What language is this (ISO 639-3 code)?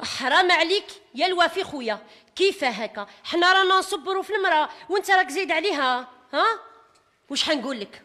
arq